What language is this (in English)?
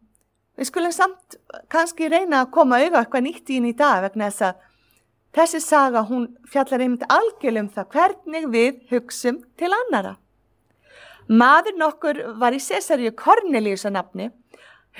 Icelandic